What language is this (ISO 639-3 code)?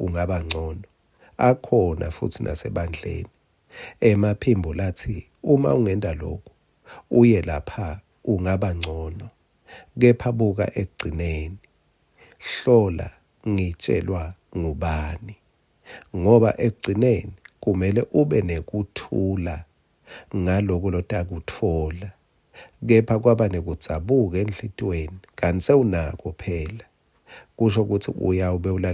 ssw